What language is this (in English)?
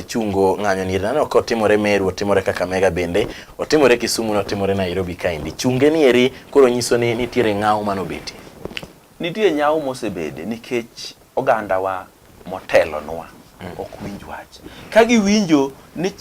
Luo (Kenya and Tanzania)